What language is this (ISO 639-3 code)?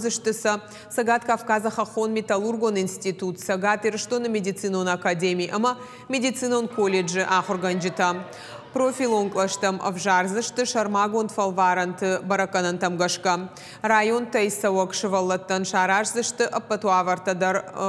oss